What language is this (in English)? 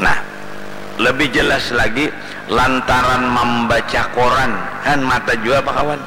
Banjar